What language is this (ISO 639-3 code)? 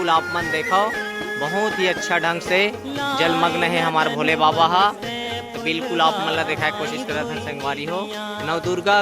hne